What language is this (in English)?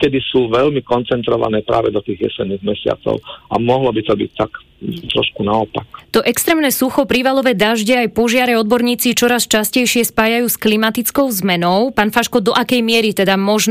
Slovak